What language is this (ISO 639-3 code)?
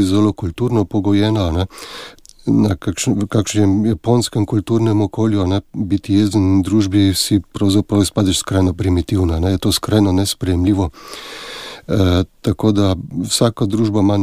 slv